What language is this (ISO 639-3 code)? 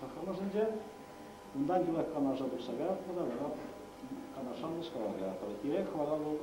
chv